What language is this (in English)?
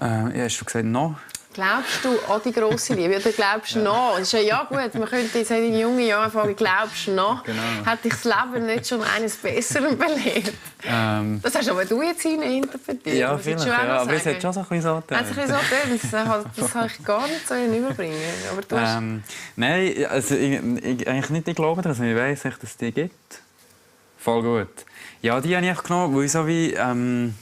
Swiss German